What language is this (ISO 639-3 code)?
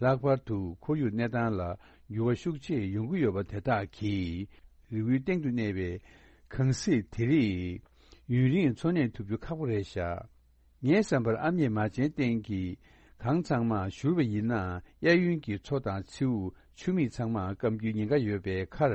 bod